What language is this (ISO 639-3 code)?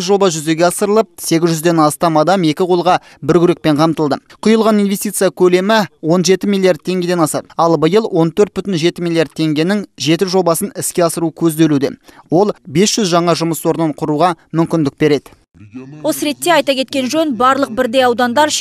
kaz